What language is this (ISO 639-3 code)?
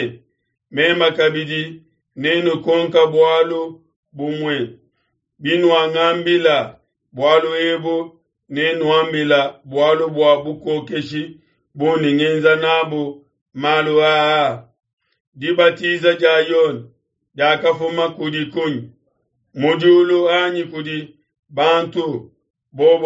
lua